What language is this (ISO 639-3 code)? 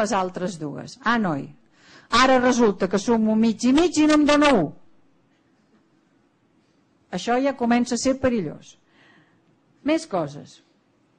cat